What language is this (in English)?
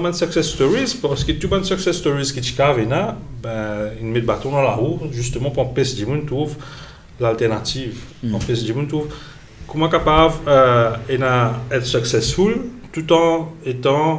Morisyen